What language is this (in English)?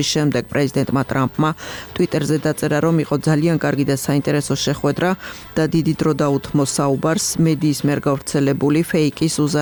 Georgian